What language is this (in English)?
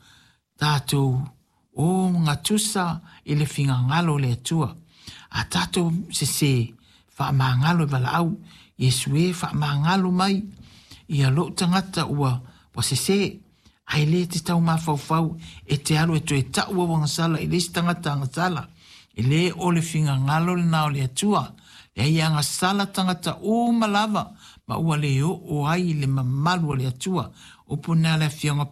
Samoan